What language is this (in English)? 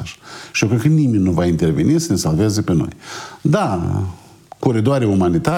Romanian